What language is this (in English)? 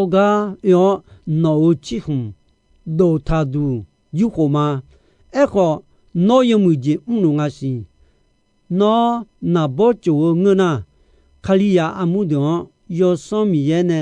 Akha